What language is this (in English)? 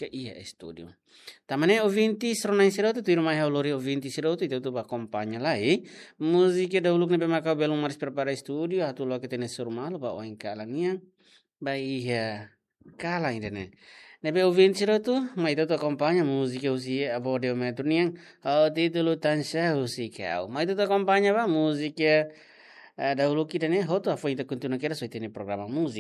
Tetum